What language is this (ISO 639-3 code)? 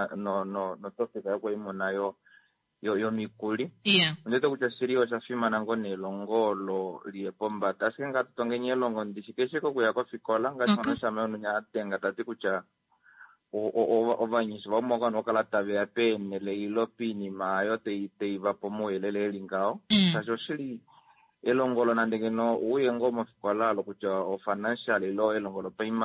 kua